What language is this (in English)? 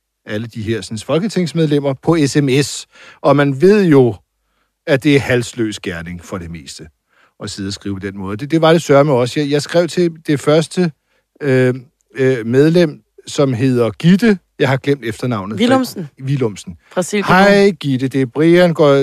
Danish